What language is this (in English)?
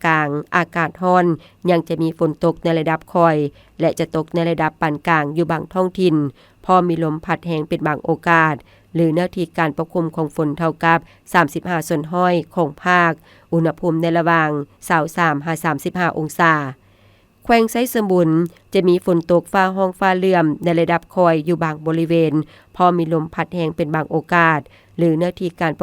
Lao